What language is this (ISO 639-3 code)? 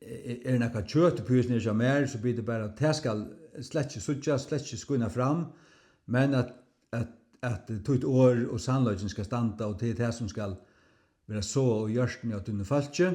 fao